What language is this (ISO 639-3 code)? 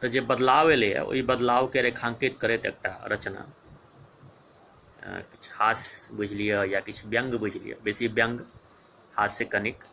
mai